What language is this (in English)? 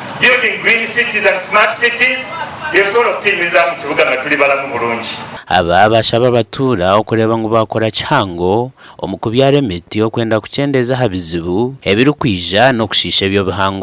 Nyankole